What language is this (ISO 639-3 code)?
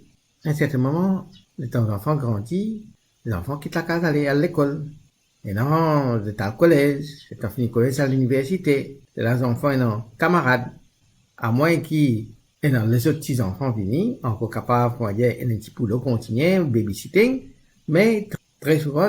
mfe